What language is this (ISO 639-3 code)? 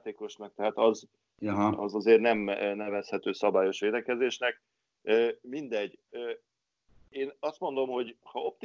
hun